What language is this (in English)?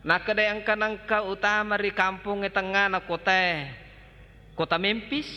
Buginese